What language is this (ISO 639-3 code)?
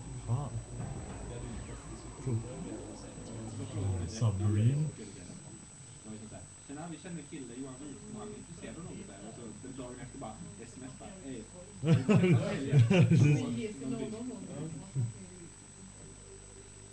swe